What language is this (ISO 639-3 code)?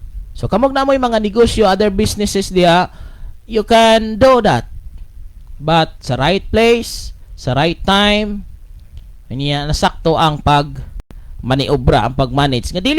ceb